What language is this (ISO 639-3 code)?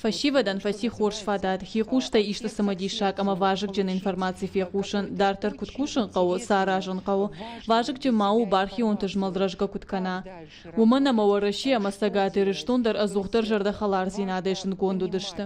oss